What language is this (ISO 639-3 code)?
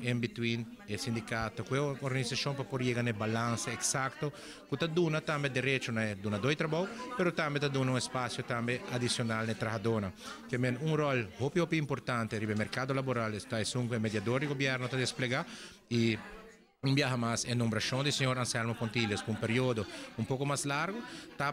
pap